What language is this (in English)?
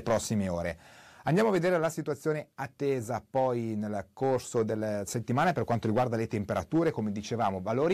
Italian